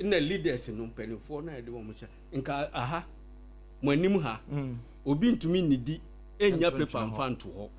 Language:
Akan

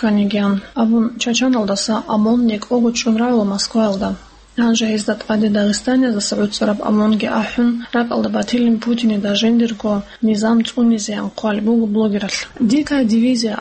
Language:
Avaric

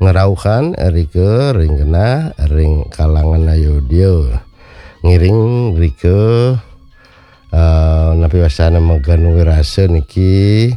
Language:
Balinese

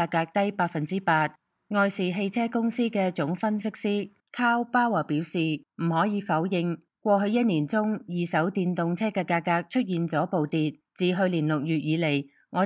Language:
Cantonese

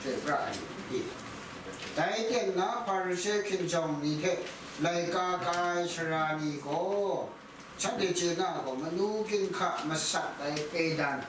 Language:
Kachin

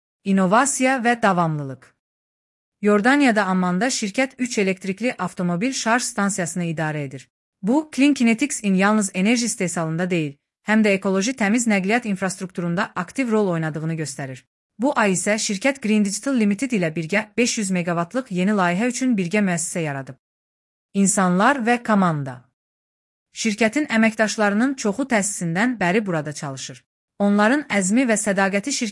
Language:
Azerbaijani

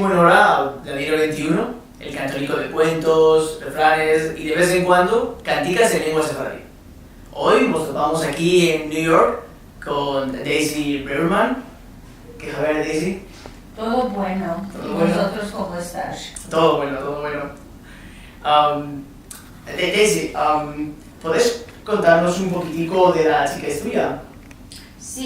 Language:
Ladino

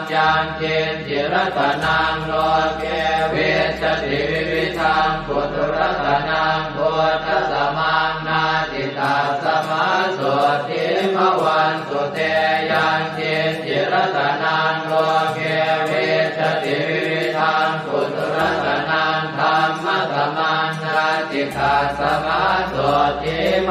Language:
Pali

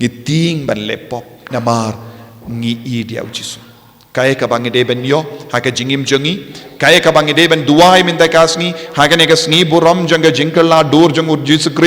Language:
Khasi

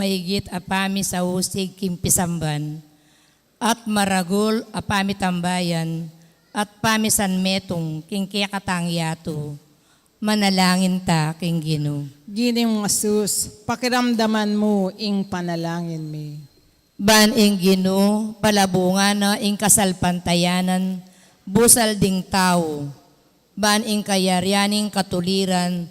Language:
Pampanga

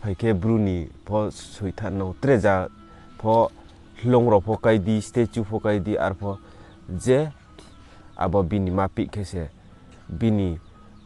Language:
Riang (India)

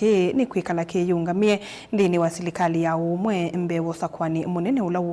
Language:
Kamba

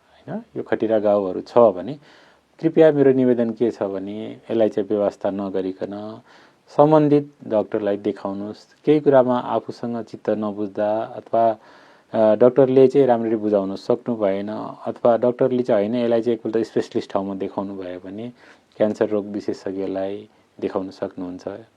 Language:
Nepali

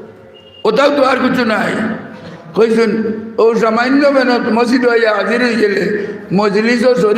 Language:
Sylheti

